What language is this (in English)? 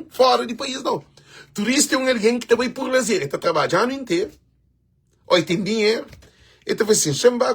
Kabuverdianu